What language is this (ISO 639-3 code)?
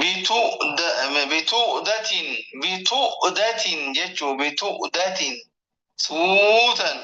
orm